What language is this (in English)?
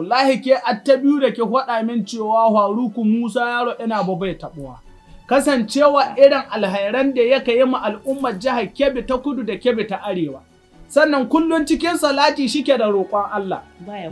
Hausa